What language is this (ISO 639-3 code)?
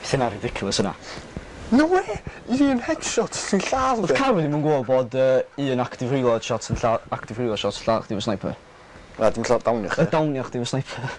cym